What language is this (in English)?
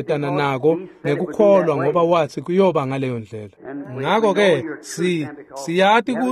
Swati